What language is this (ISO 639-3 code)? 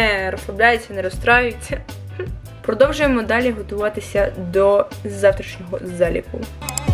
ukr